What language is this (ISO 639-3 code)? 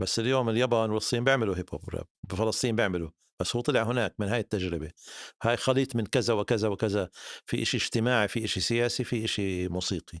apc